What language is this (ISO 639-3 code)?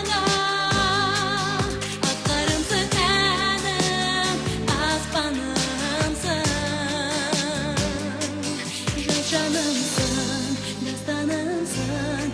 kaz